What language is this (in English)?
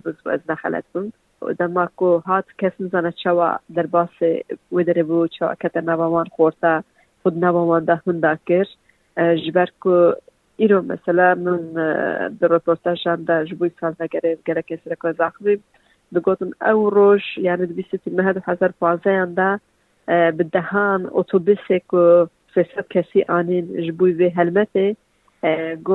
Kurdish